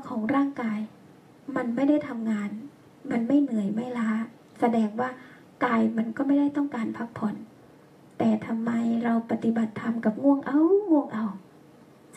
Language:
Thai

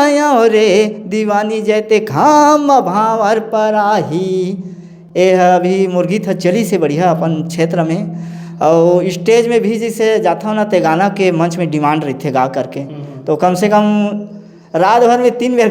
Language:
Chhattisgarhi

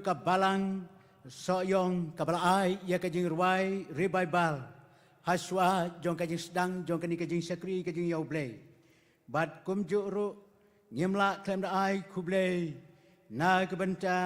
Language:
Khasi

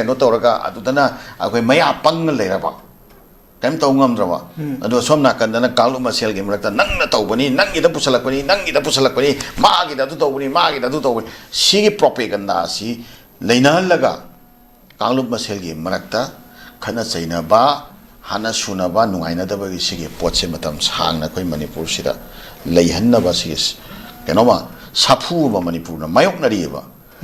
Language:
Manipuri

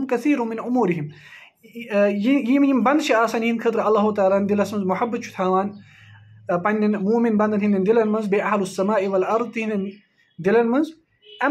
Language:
Kashmiri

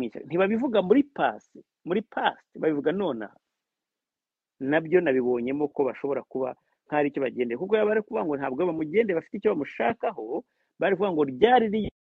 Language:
Kinyarwanda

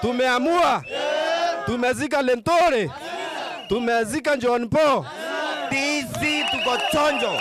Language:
Meru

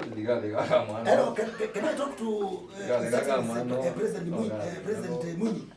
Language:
Kamba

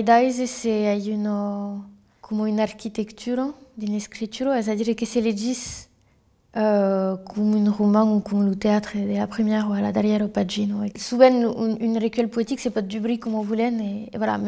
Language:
Occitan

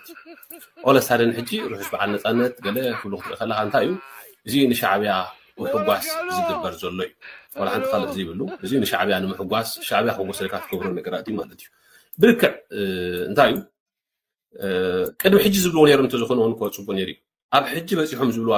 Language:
Tigrinya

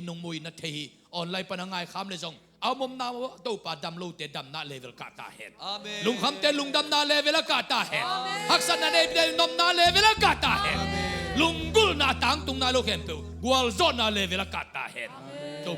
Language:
Tedim Chin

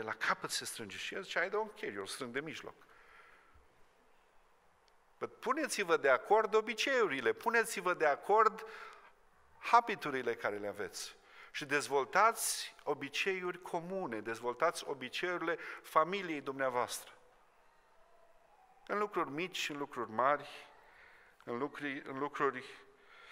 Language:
Romanian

